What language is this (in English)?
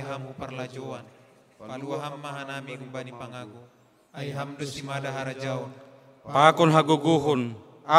Batak Simalungun